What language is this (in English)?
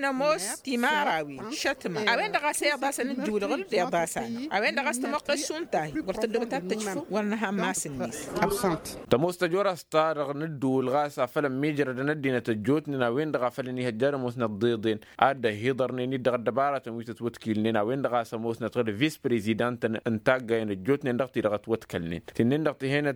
Tamasheq